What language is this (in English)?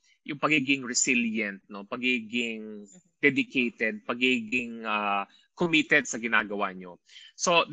Filipino